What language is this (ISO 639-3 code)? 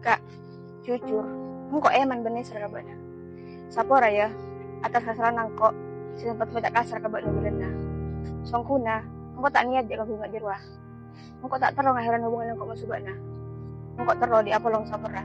mad